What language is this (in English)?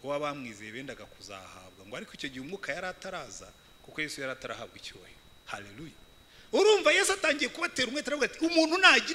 Kinyarwanda